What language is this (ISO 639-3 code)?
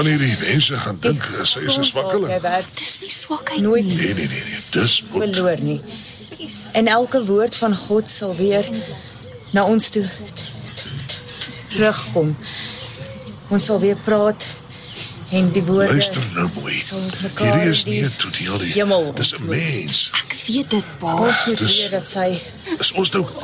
afr